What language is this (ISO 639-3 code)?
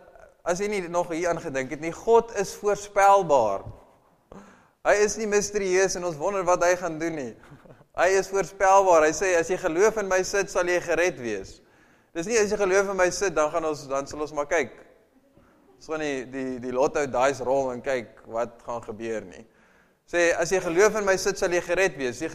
afr